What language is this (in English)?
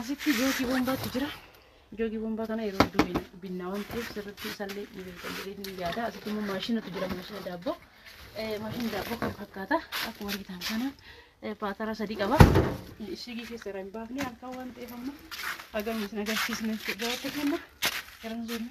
Oromo